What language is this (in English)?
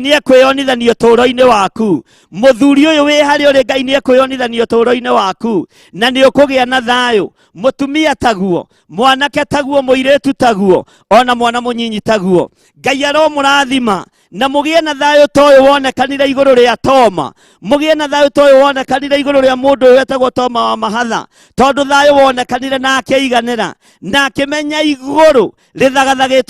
Kikuyu